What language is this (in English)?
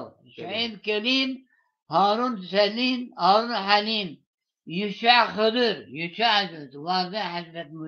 Zaza